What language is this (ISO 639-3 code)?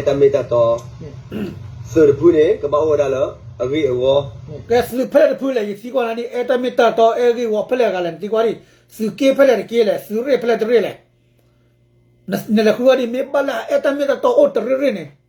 ksw